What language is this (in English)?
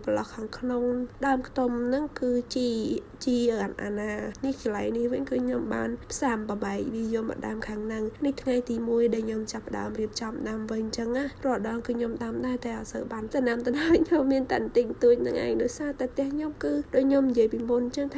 Khmer